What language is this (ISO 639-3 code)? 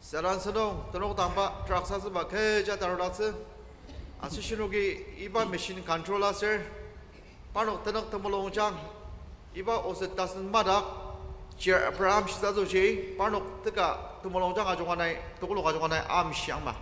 njo